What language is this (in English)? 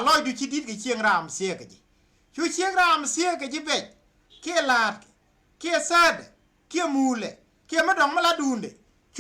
Nuer